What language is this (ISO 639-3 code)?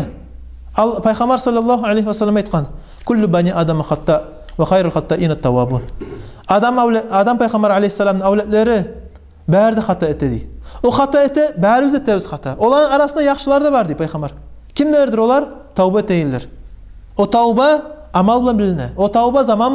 kum